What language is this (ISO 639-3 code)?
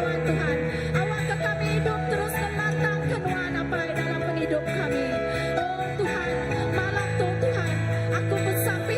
iba